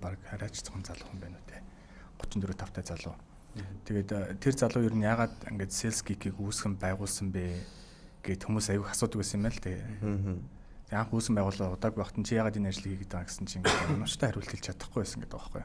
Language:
Mongolian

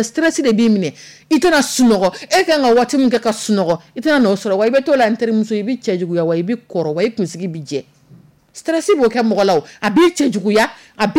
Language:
Dyula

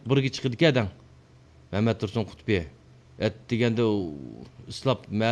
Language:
Uyghur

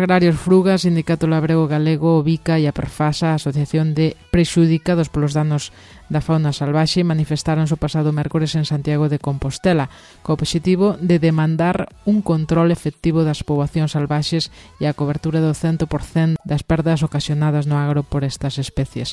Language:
Galician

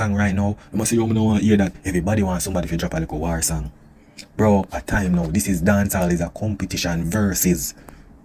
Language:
Jamaican Creole English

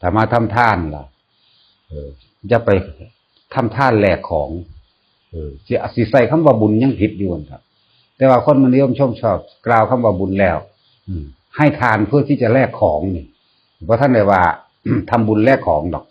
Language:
Northeastern Thai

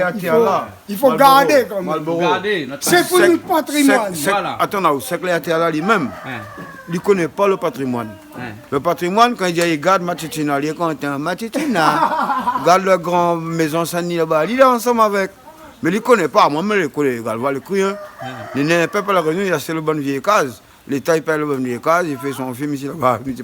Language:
Réunion Creole French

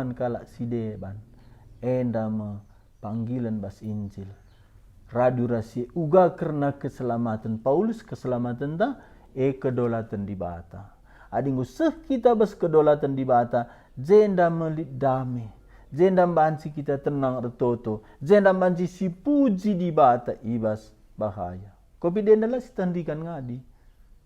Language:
Batak Karo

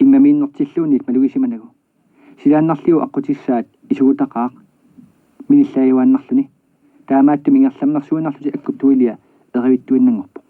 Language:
Kalaallisut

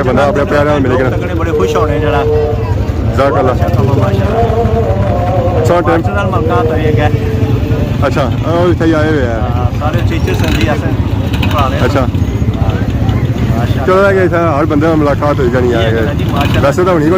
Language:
Pahari-Potwari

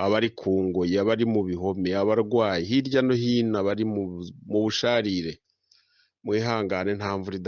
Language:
Kinyarwanda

